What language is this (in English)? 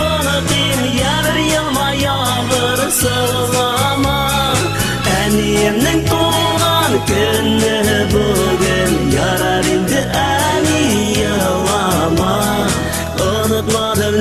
Bashkir